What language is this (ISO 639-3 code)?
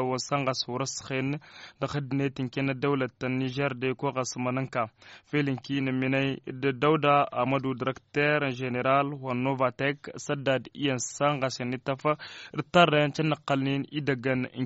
taq